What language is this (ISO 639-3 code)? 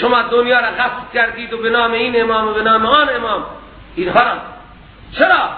fas